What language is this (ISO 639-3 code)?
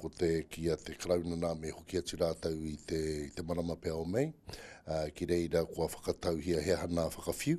mri